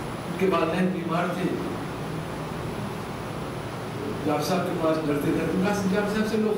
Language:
Urdu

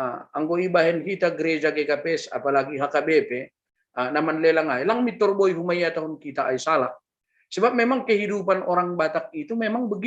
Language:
Batak Simalungun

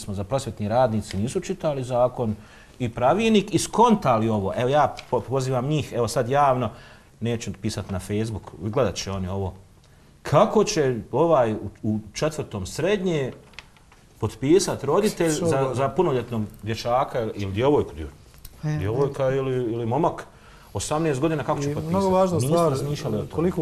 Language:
Bosnian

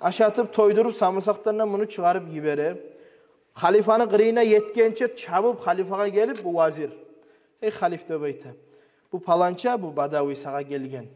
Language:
Kumyk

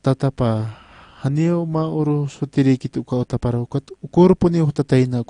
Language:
Aymara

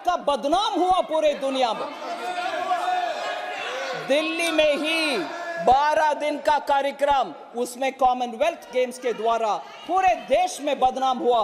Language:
Hindi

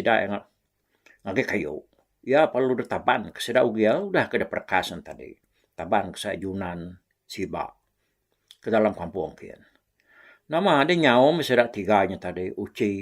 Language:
Iban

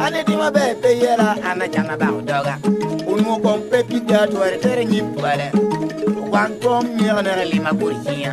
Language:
Lango (Uganda)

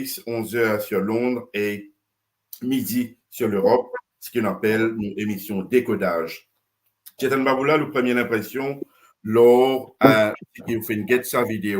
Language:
Morisyen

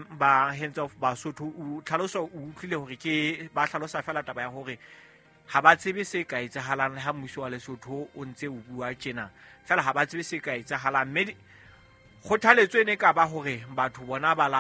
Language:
Southern Sotho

